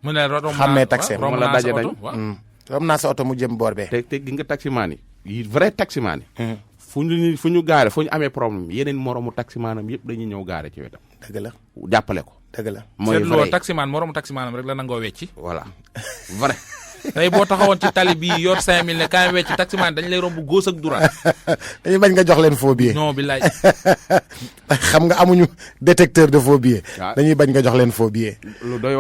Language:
Wolof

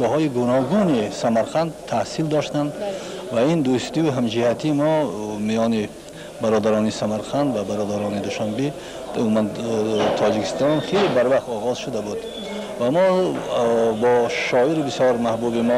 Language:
Tajik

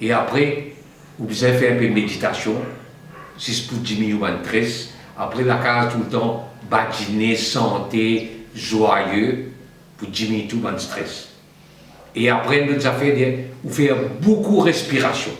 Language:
Morisyen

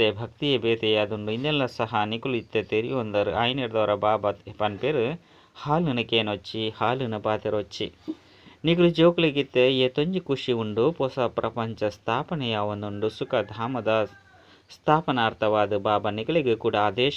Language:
Tulu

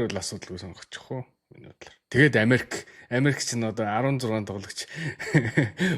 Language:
Mongolian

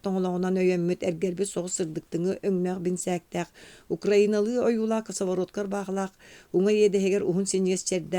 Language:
Yakut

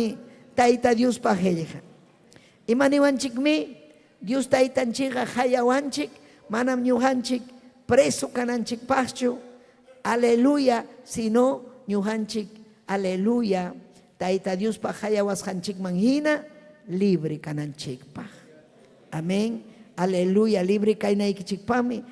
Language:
Ayacucho Quechua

